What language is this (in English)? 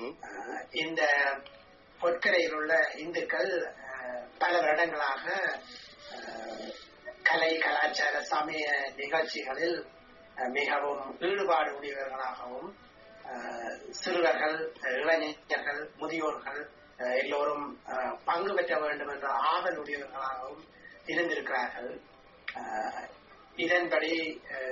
Tamil